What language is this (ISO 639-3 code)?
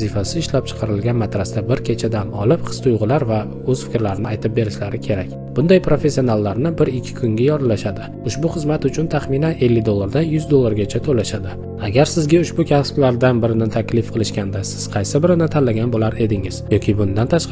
uzb